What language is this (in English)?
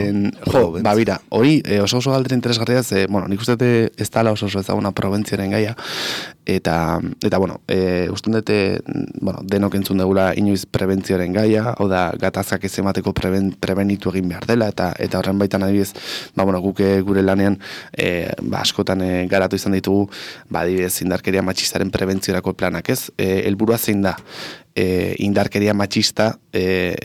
Basque